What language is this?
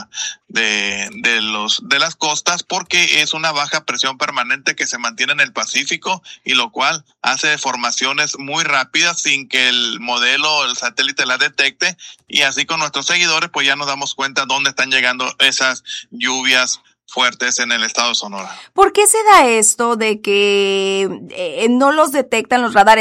Spanish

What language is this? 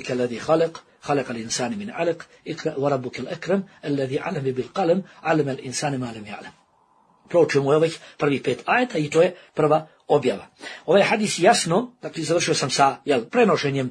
Bosnian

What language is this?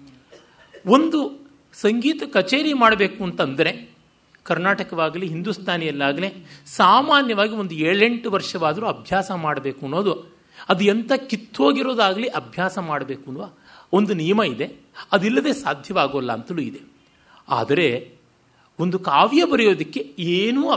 Kannada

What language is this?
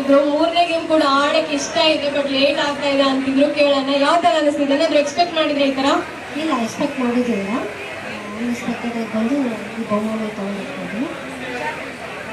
Kannada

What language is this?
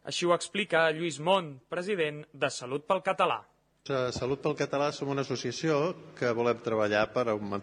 Catalan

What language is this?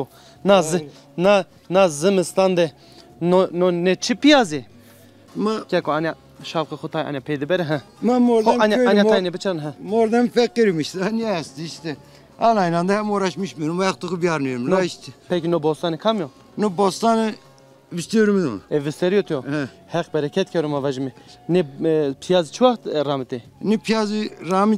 Zaza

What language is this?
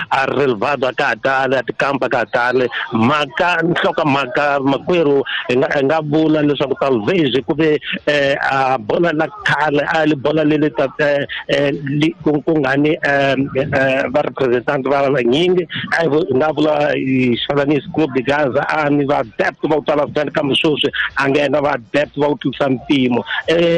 Tsonga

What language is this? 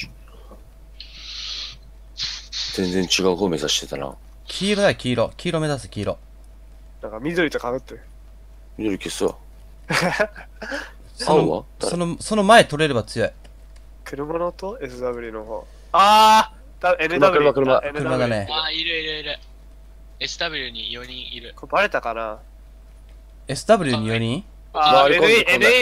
Japanese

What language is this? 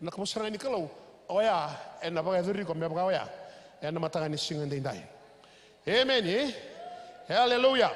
Fijian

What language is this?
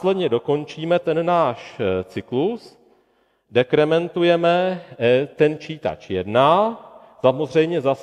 Czech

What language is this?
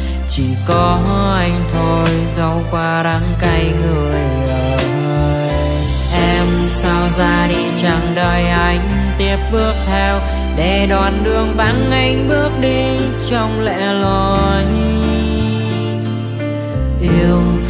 Vietnamese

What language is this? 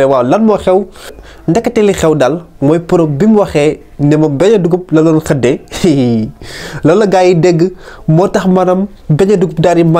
Wolof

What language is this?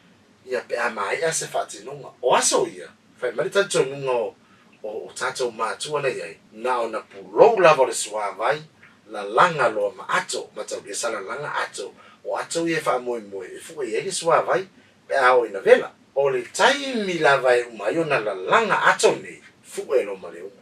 Samoan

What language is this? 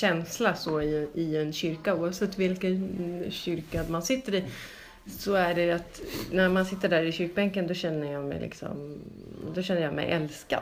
Swedish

